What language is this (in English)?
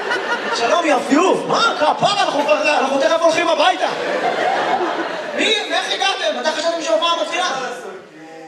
Hebrew